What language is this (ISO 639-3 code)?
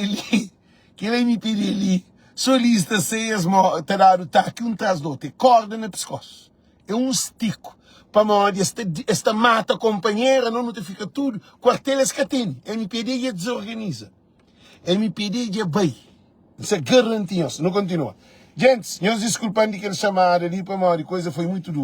kea